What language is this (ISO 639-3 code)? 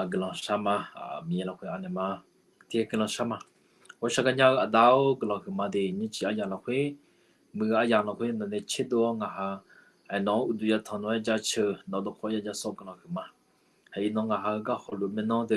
ahk